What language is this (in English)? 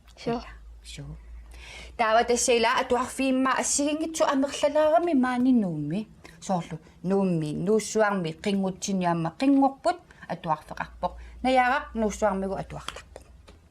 Kalaallisut